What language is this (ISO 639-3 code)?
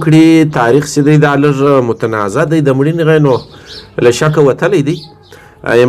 pus